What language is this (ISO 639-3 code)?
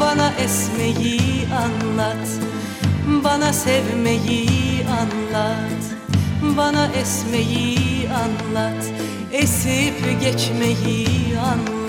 tur